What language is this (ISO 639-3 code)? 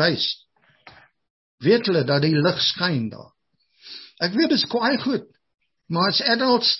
afr